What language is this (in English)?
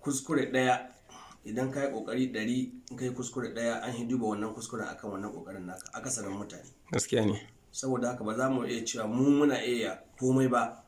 Hausa